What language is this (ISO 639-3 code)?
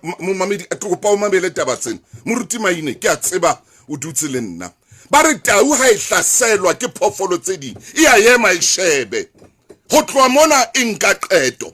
sot